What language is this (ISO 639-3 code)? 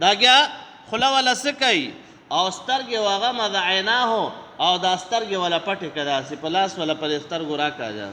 pus